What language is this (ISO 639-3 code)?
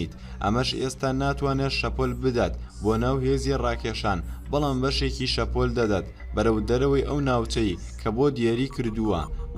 ckb